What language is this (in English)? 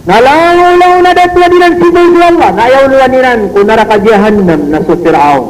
Maranao